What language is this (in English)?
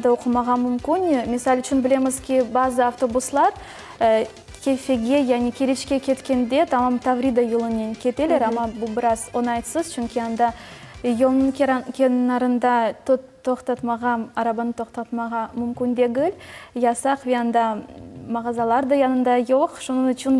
Crimean Tatar